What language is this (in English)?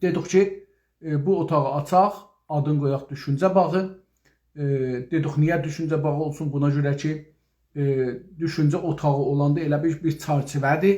South Azerbaijani